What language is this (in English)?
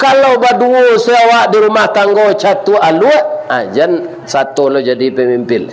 Minangkabau